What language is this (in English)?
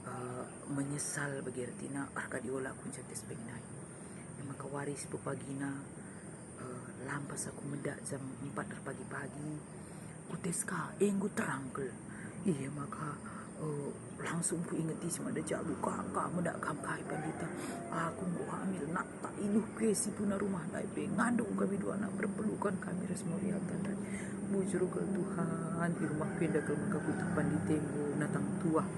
Batak Karo